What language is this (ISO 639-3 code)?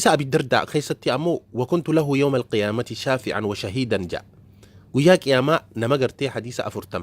orm